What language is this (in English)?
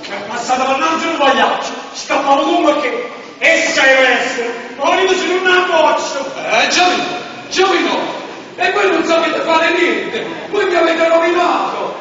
Neapolitan